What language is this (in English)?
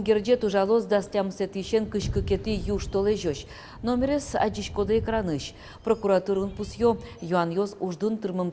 Udmurt